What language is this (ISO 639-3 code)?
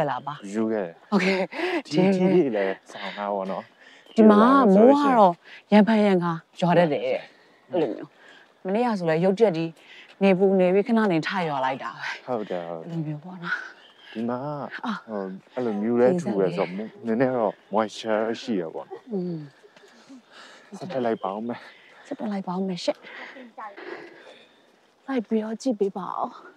mya